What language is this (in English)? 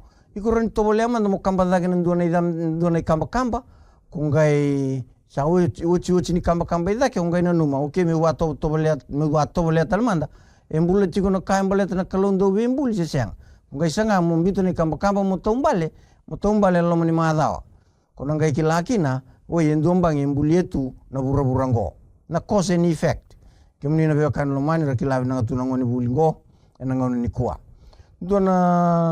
Fijian